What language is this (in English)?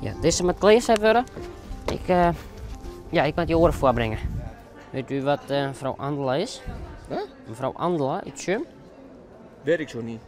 Western Frisian